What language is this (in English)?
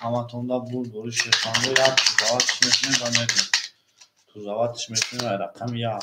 Tajik